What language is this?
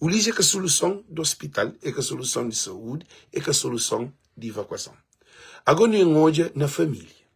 Kabuverdianu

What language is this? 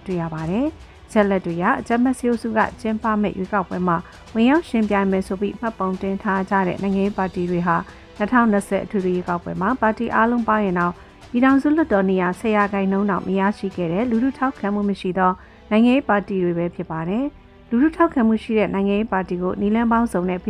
Burmese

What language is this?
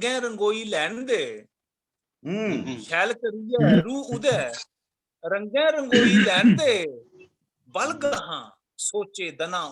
Dogri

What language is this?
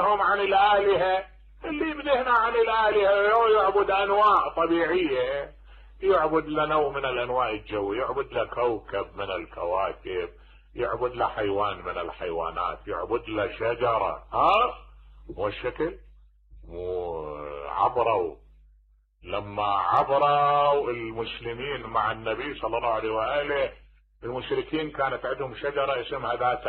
Mesopotamian Arabic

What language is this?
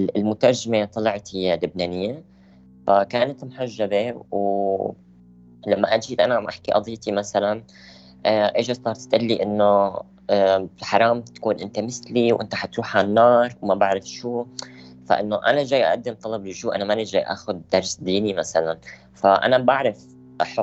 North Levantine Arabic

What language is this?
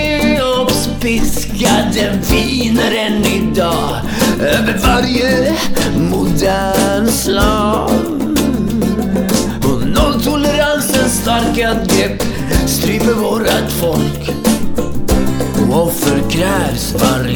Swedish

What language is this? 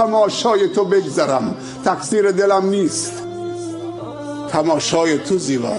Persian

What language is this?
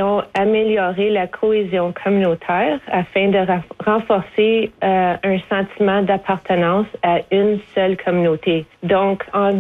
French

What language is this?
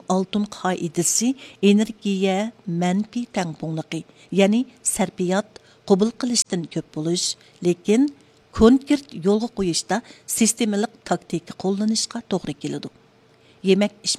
Uyghur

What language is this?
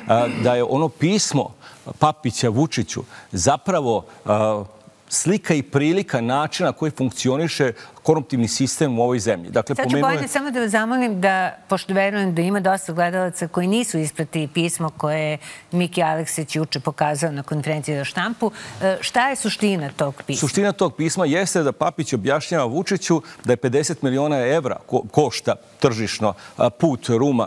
Serbian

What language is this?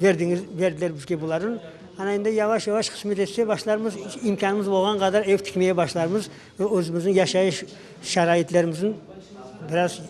Crimean Tatar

